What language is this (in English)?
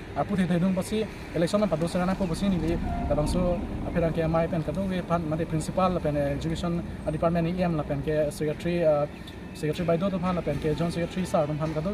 Karbi